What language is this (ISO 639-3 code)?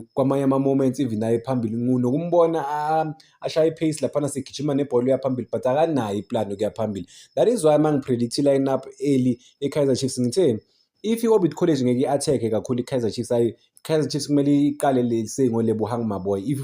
zul